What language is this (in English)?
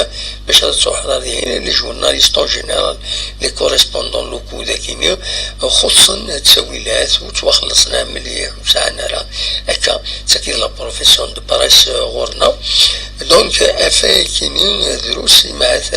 Kabyle